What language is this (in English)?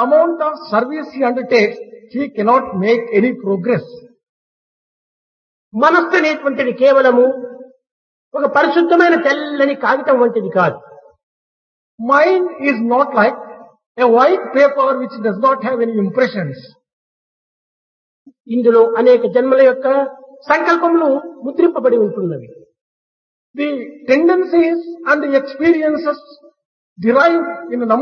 Telugu